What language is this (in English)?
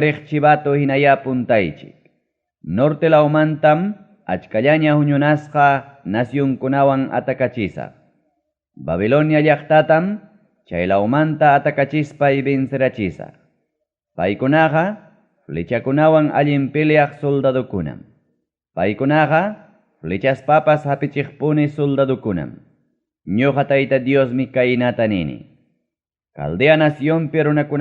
Ayacucho Quechua